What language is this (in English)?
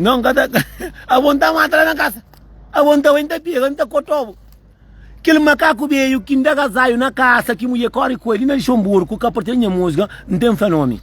Kabuverdianu